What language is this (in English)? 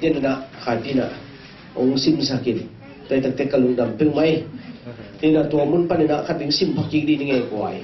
Tedim Chin